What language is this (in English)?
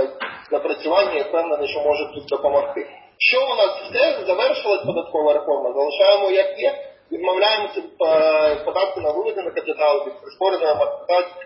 Ukrainian